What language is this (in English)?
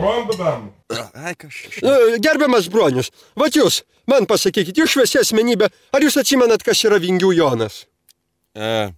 Lithuanian